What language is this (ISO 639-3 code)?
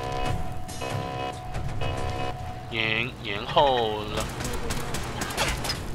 zho